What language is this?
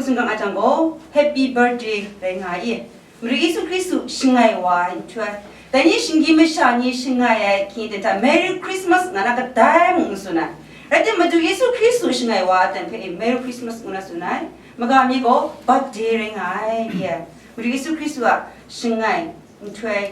Kachin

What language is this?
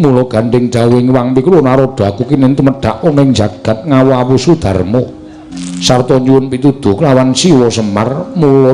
Javanese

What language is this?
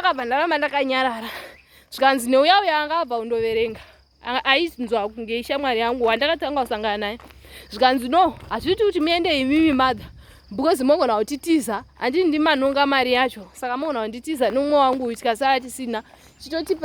Shona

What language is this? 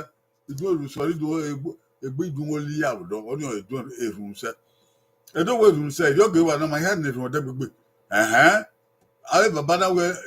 Bini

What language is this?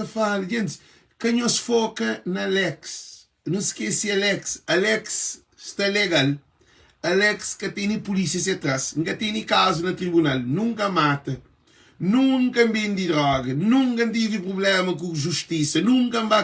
Kabuverdianu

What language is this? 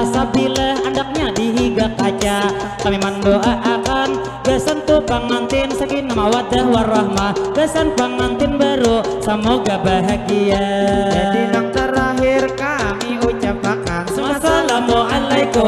Banjar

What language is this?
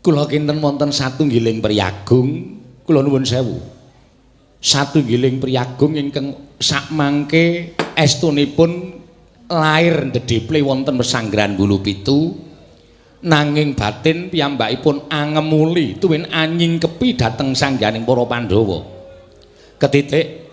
Javanese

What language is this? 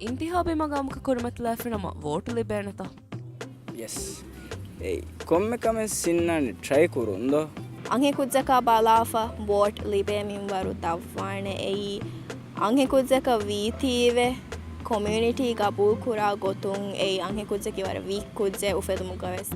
Divehi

